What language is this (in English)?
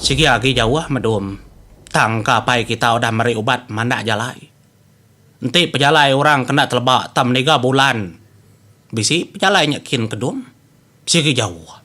Iban